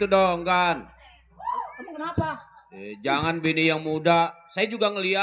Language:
Betawi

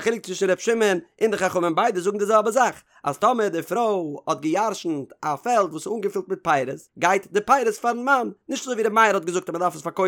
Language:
Yiddish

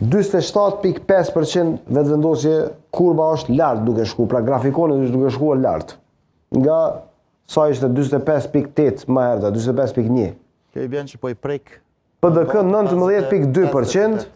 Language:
Albanian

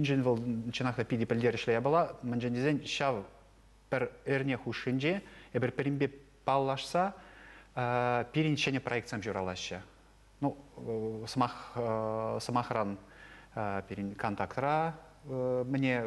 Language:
Chuvash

